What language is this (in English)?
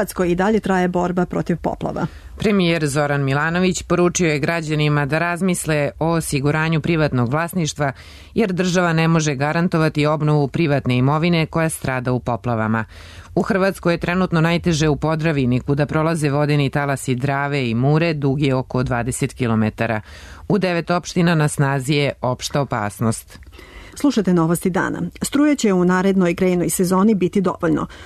Serbian